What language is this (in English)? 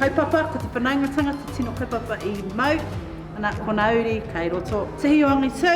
Māori